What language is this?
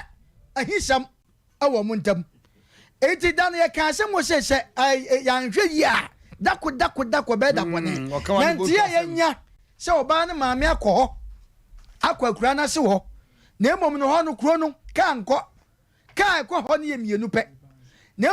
Akan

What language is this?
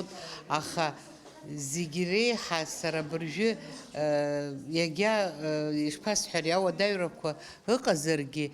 Abkhazian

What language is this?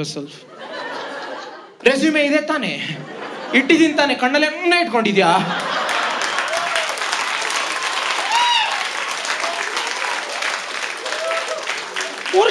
Kannada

